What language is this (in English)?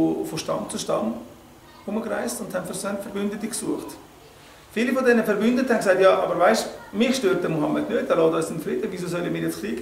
Swiss German